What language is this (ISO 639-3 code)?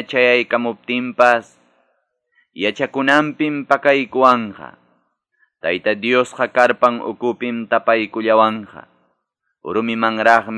que